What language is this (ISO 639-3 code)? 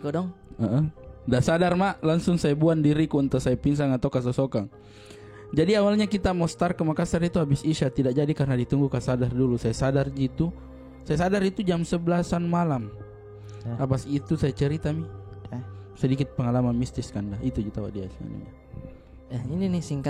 mfp